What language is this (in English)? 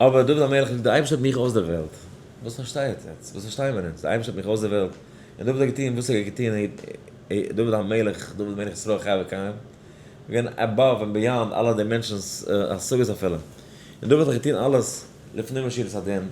Yiddish